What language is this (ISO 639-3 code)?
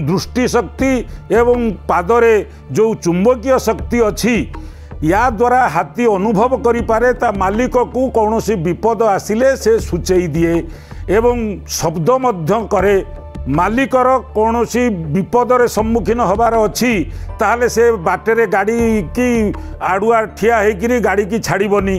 ori